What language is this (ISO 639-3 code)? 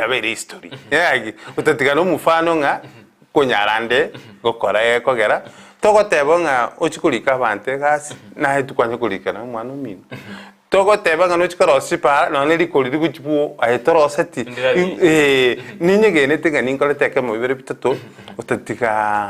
guz